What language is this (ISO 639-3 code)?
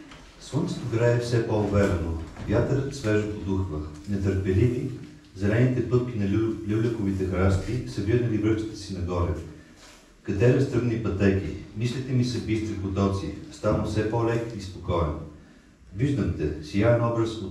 bul